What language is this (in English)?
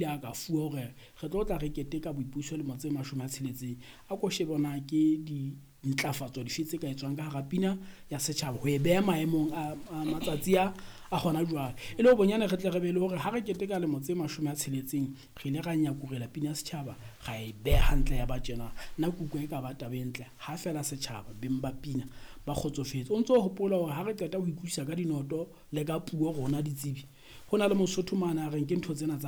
Southern Sotho